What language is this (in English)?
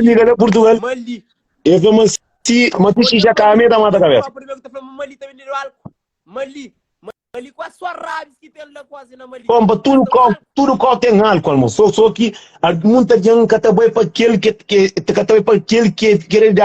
Kabuverdianu